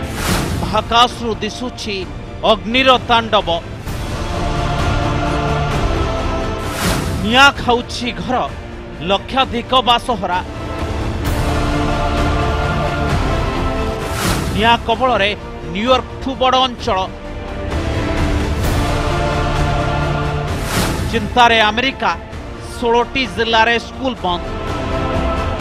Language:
Odia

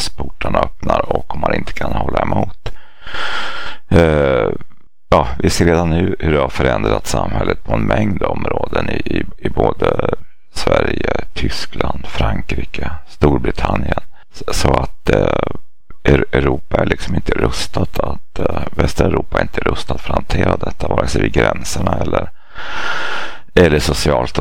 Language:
Swedish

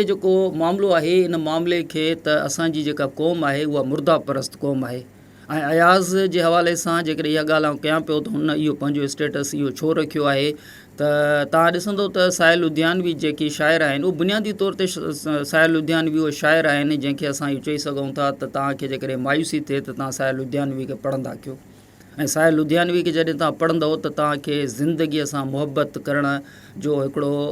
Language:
Sindhi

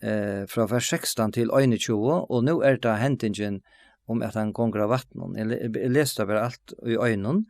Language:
Faroese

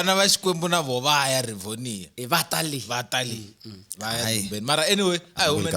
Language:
Tsonga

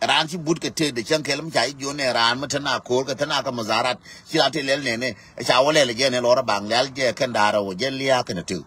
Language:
Nuer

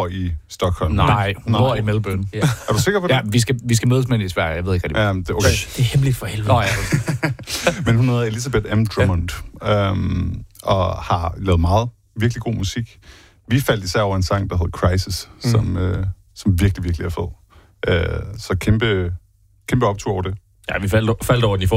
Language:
Danish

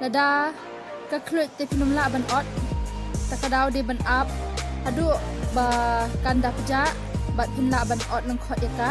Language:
Khasi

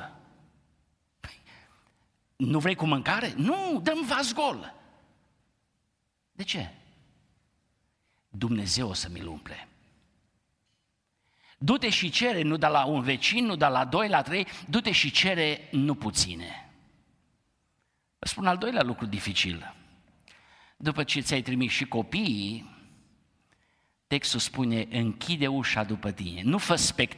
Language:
Romanian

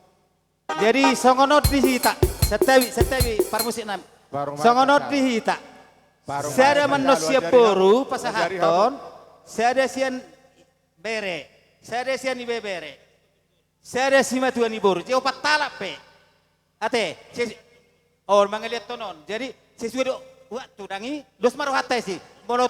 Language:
Batak Toba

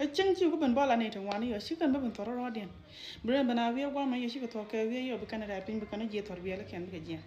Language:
Nuer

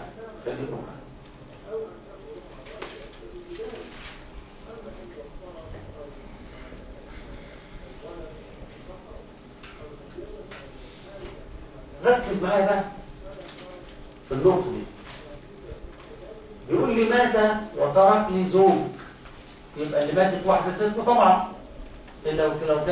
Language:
Egyptian Arabic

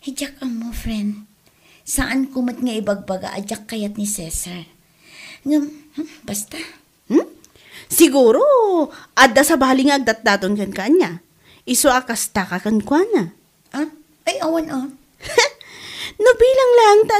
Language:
Iloko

